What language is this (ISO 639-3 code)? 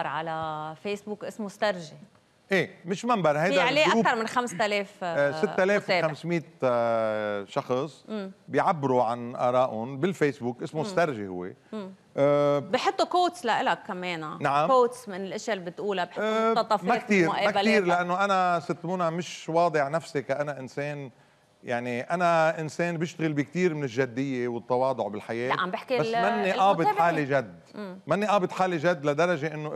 apc